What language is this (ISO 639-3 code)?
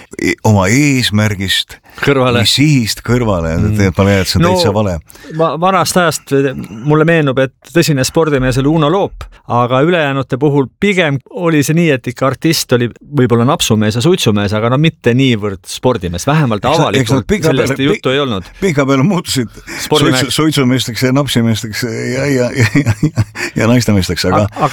est